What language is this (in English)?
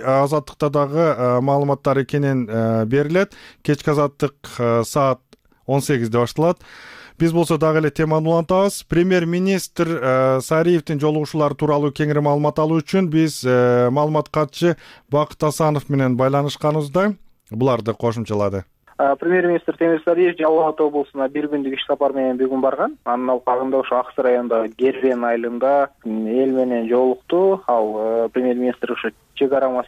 Kyrgyz